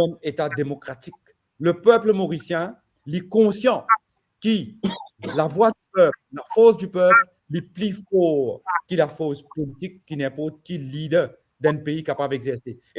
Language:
Morisyen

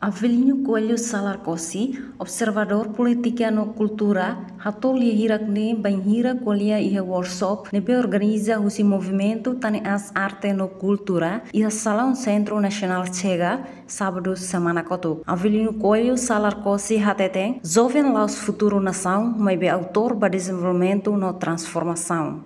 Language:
Tetum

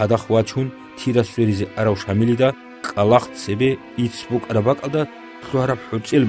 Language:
Avaric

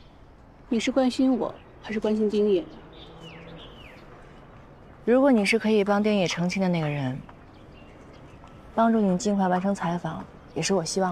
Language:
Chinese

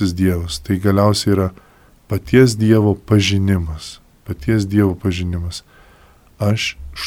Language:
Lithuanian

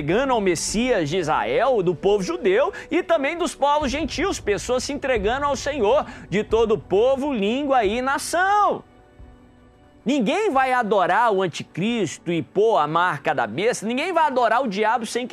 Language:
Portuguese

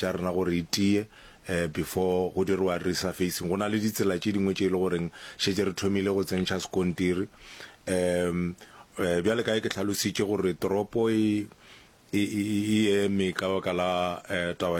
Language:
Northern Sotho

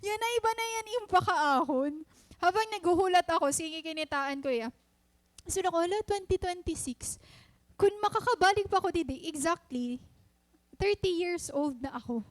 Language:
Waray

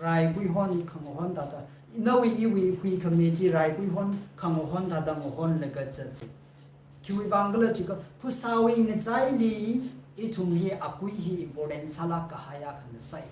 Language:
Tangkhul Naga (India)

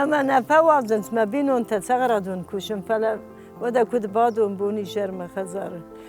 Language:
Ossetic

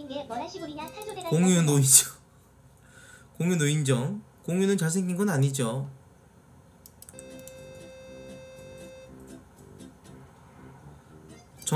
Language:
Korean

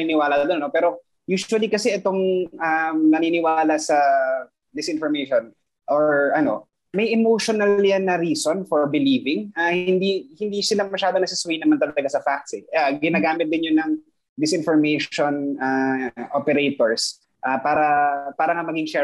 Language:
Filipino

